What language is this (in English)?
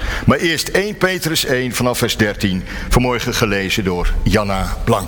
Dutch